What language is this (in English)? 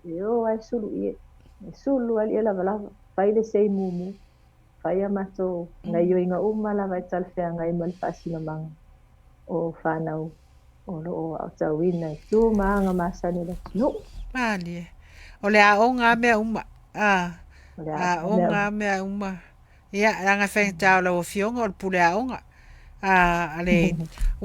Samoan